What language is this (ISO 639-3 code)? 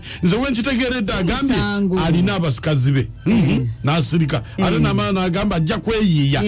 lug